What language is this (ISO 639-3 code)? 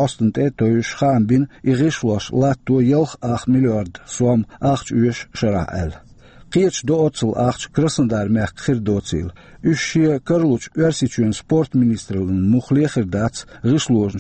che